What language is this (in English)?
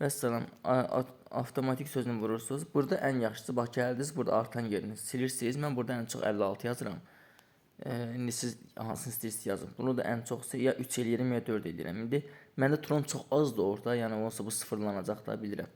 Azerbaijani